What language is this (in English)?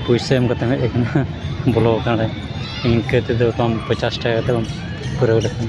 Santali